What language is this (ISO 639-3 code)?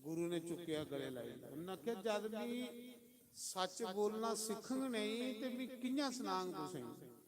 doi